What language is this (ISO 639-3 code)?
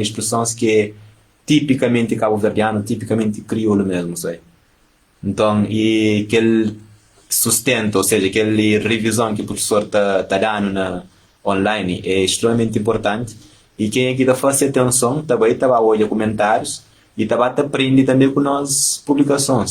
kea